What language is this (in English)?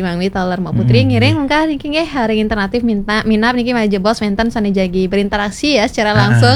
Balinese